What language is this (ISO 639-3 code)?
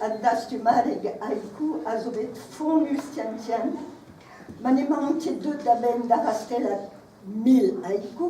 bre